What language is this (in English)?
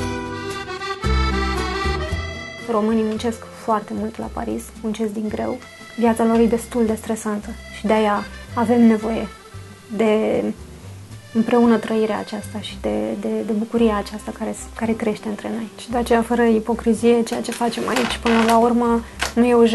Romanian